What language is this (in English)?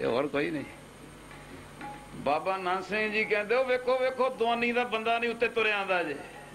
Punjabi